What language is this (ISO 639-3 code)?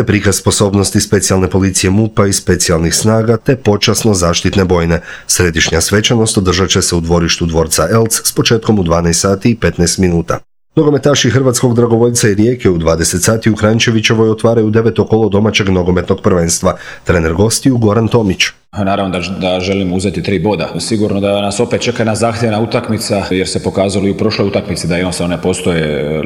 hrv